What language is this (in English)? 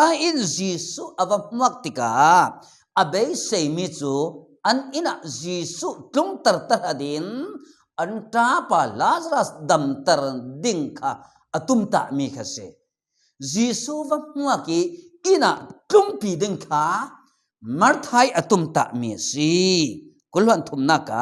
Falam Chin